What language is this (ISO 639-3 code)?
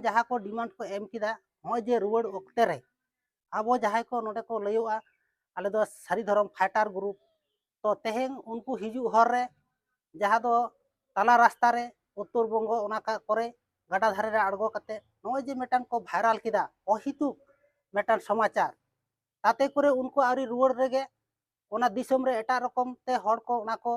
sat